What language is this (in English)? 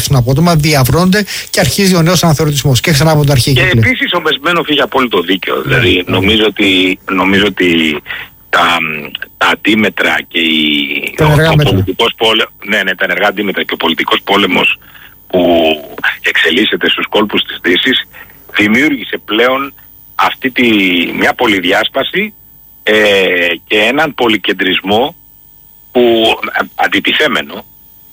Greek